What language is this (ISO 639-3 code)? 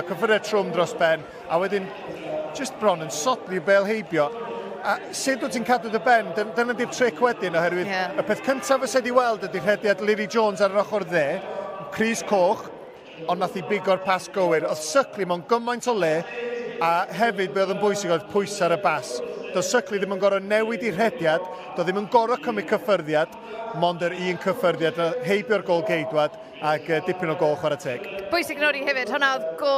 cym